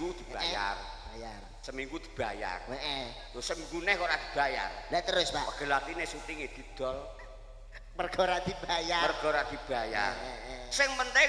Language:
Javanese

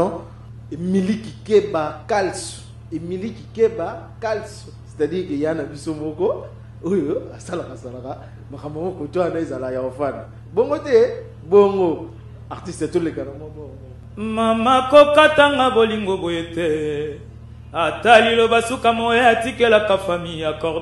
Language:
Lingala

